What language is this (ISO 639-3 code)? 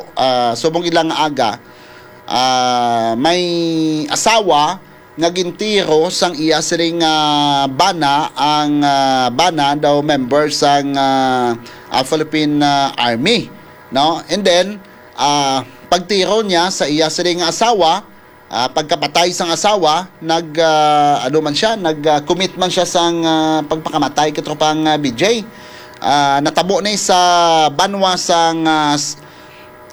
hil